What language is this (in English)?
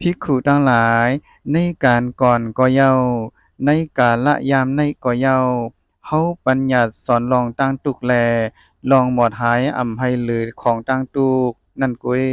Shan